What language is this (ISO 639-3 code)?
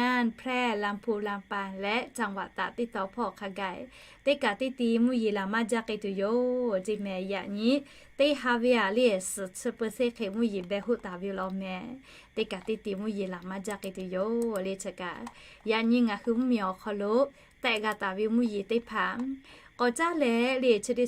lhu